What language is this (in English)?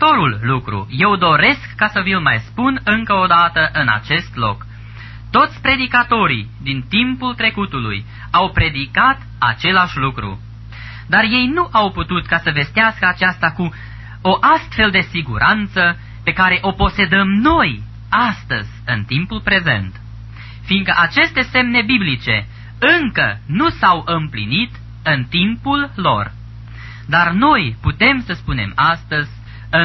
Romanian